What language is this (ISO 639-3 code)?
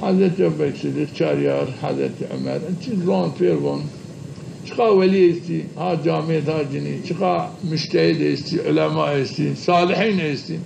zza